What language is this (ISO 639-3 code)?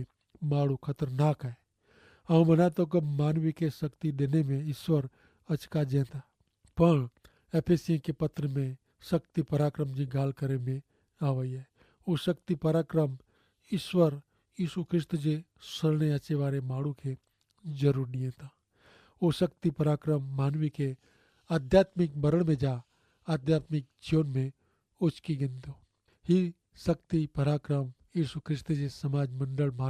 kfr